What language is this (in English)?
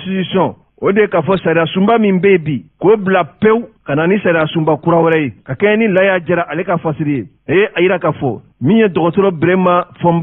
Bambara